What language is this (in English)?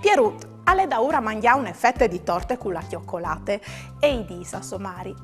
Friulian